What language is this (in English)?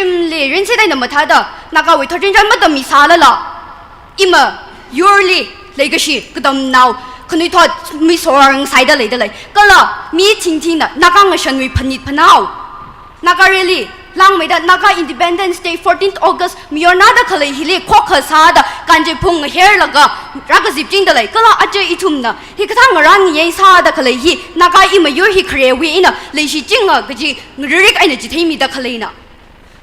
Tangkhul Naga (India)